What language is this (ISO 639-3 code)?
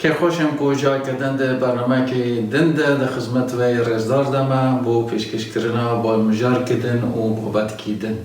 kur